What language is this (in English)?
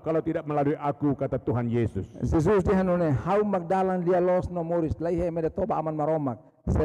Tetum